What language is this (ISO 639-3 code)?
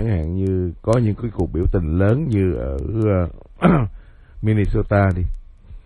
vie